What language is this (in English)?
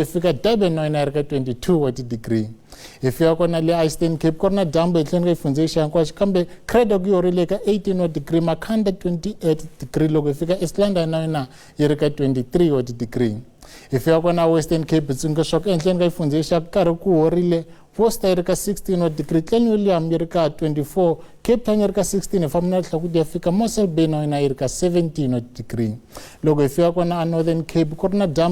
Tsonga